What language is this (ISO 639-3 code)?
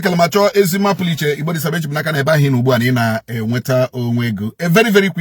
ibo